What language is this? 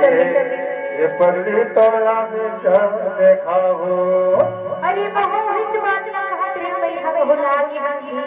Chhattisgarhi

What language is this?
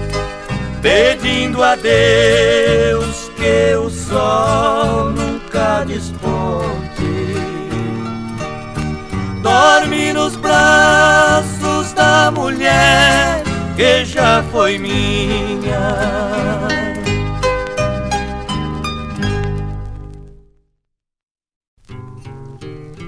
Portuguese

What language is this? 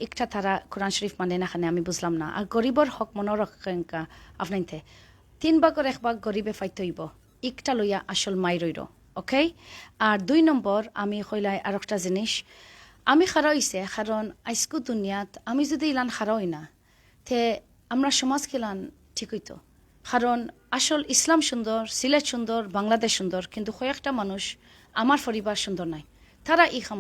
Sylheti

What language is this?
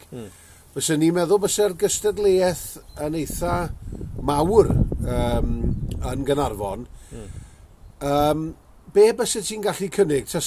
Welsh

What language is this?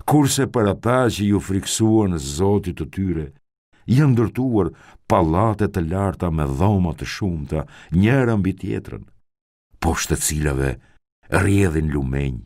Albanian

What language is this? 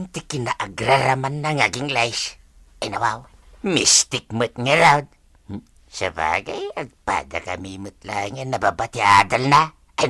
Iloko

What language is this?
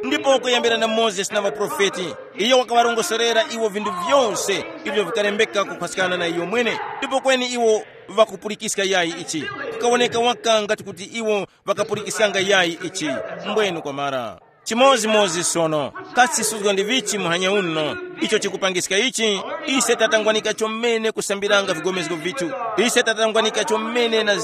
Tumbuka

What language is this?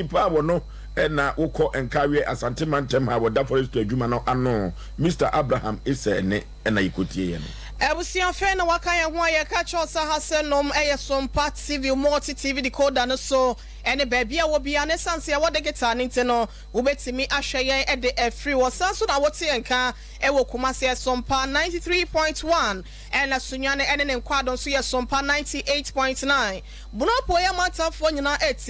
Akan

